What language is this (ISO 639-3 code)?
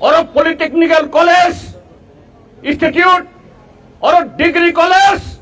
trp